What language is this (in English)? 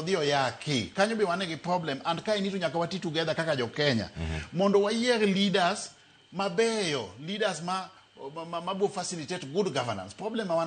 Luo (Kenya and Tanzania)